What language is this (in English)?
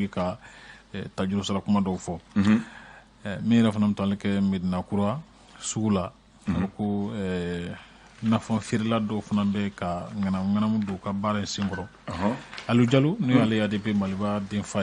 Bambara